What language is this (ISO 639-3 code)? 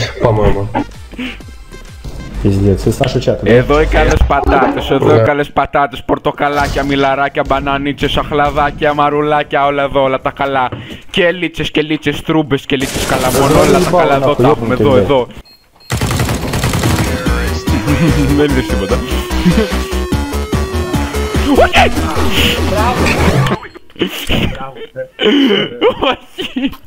ell